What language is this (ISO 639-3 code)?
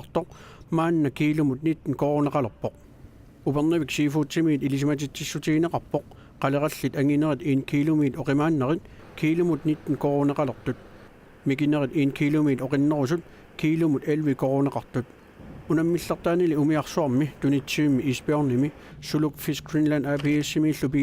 kal